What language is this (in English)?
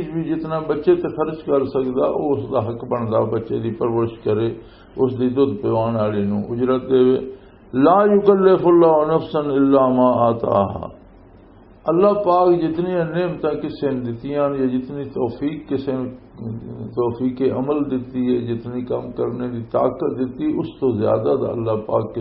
Western Panjabi